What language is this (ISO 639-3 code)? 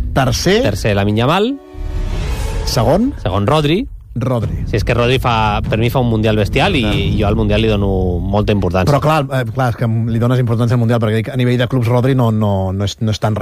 cat